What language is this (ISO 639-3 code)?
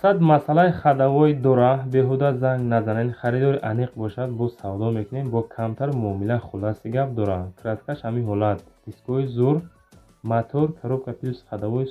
tgk